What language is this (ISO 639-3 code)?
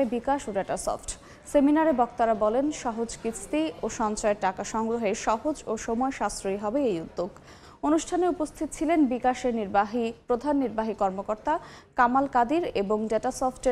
ben